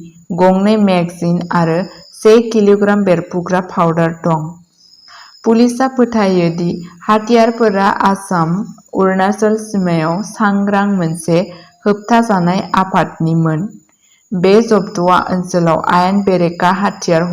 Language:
Bodo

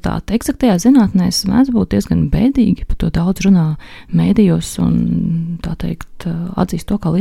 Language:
Latvian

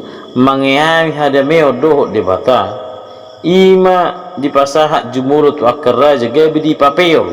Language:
Batak Toba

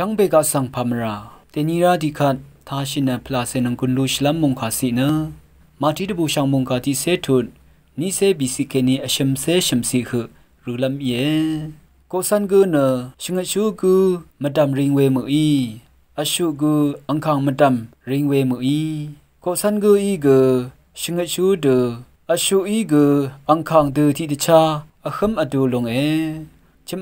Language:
Rawang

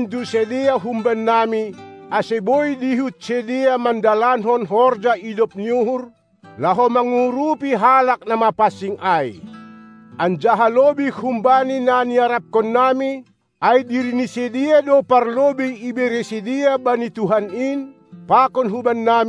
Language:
Batak Simalungun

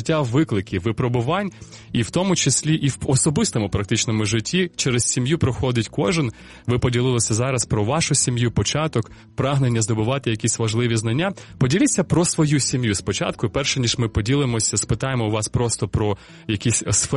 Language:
Ukrainian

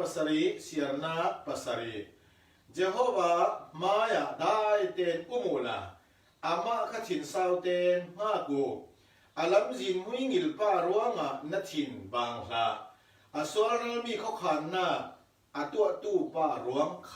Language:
Falam Chin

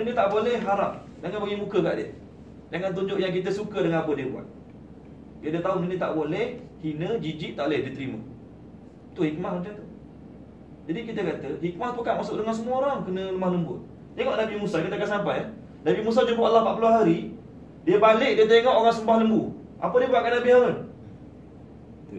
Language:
Malay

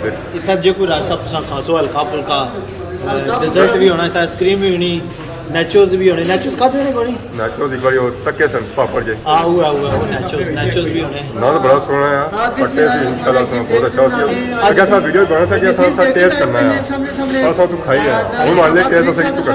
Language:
Pahari-Potwari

